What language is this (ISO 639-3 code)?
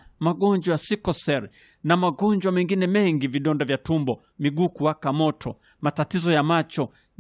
swa